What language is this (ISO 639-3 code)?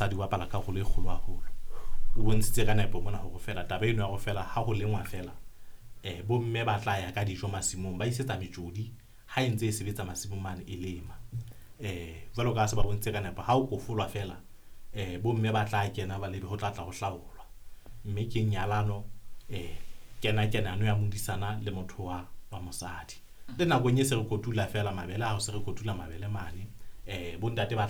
sot